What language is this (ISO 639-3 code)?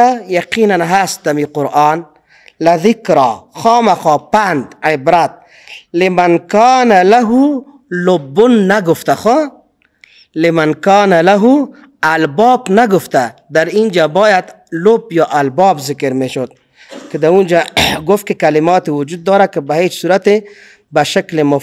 fas